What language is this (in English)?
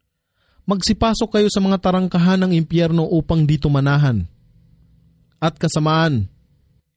Filipino